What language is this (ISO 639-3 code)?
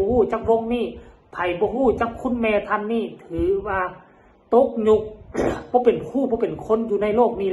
tts